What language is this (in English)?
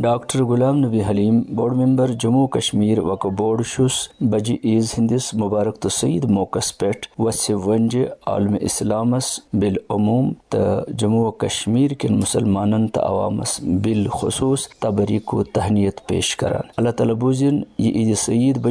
Kashmiri